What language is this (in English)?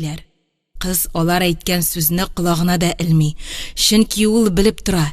Tatar